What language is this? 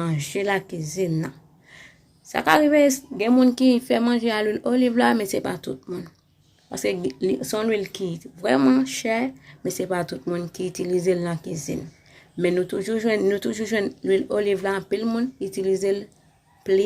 Haitian Creole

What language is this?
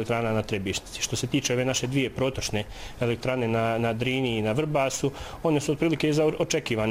Bosnian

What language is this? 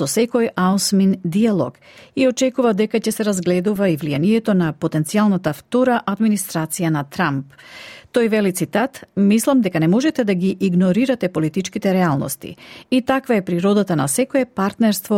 Macedonian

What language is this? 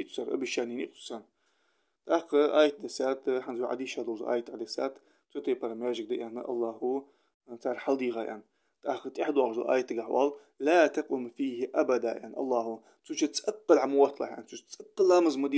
Ingush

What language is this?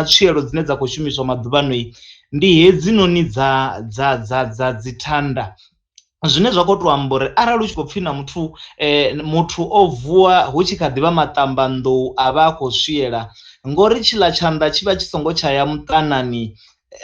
Venda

